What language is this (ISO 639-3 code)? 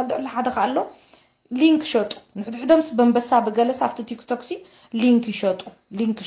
tir